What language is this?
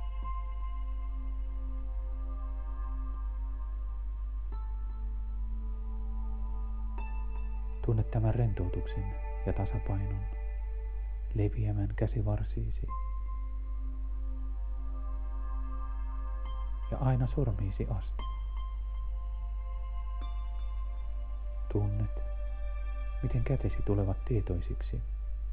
Finnish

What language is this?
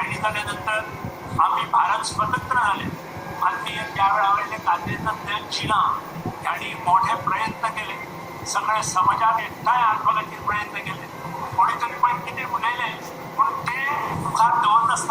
Konkani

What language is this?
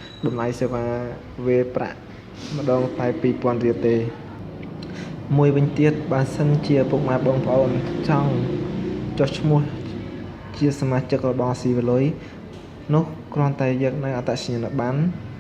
Khmer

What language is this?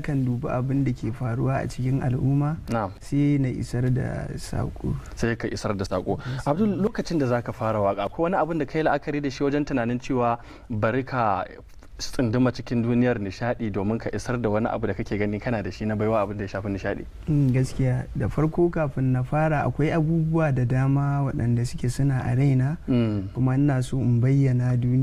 Hausa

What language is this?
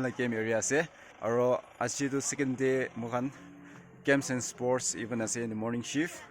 Naga Pidgin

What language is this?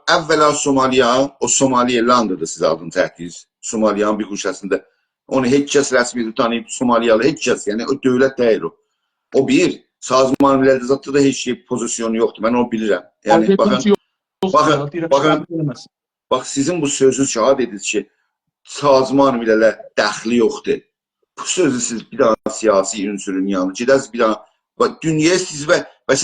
South Azerbaijani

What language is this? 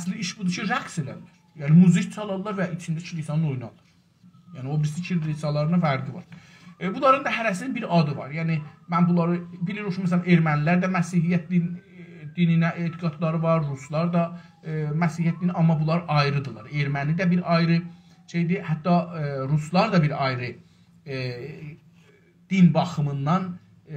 South Azerbaijani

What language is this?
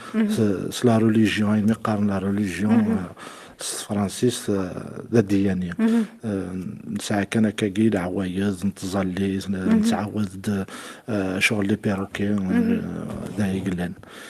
Kabyle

